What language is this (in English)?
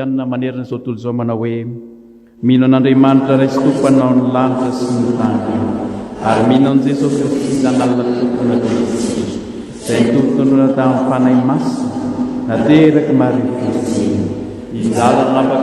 Malagasy